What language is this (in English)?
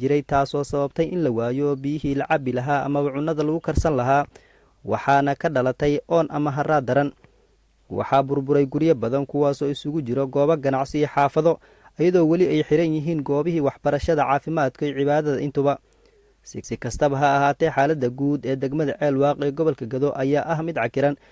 Somali